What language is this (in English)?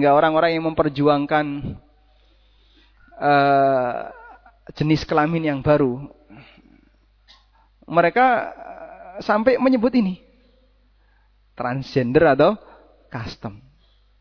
Indonesian